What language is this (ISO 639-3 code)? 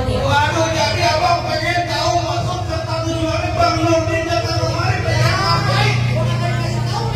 bew